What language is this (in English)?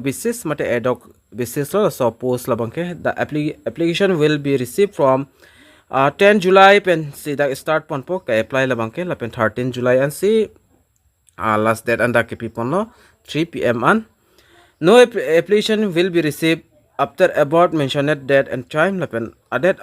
Karbi